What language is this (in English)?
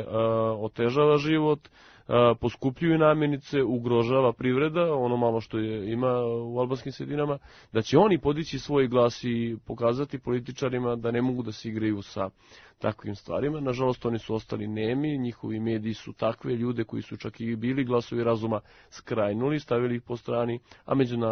Serbian